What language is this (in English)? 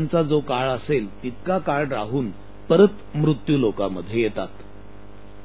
Marathi